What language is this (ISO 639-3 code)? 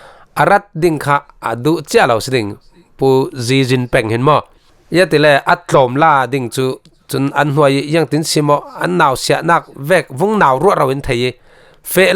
cfm